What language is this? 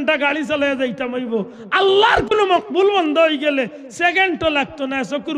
Sylheti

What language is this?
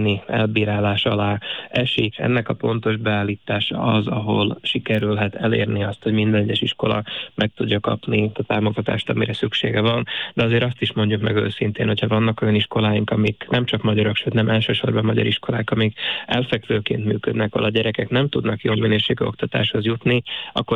Hungarian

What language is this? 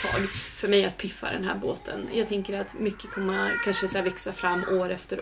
Swedish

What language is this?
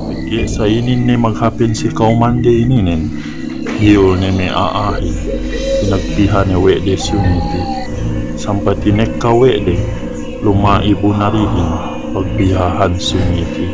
Yakan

